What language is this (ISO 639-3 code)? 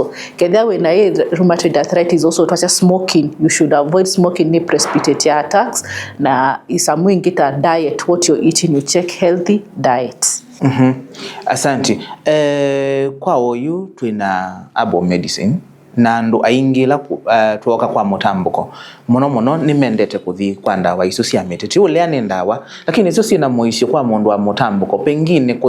kam